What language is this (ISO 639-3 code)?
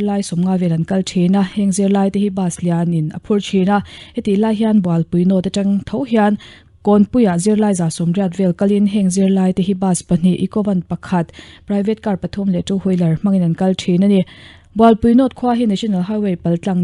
lus